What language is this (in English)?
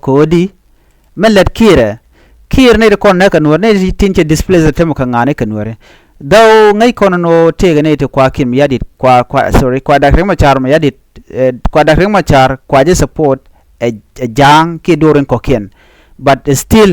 Nuer